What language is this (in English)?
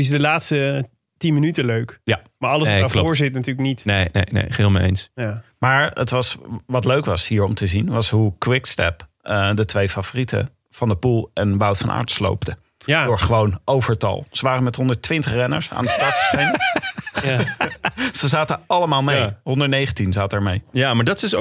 Dutch